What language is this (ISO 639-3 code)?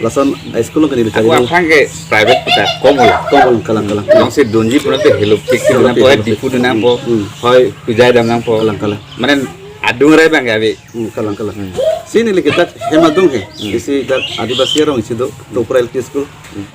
mjw